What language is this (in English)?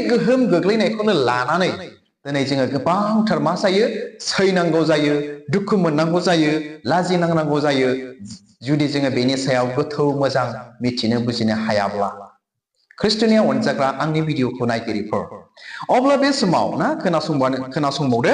Bodo